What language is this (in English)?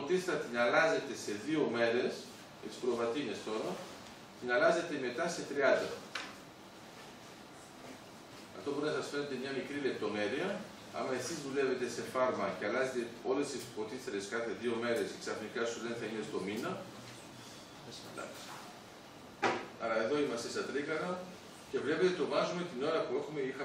Greek